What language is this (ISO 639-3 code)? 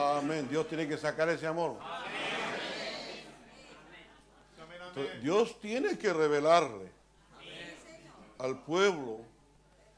spa